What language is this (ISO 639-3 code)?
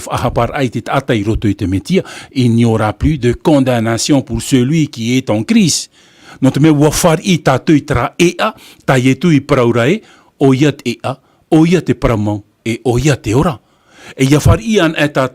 tah